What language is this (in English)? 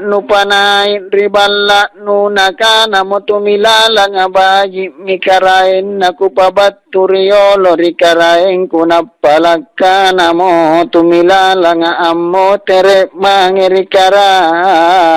Makasar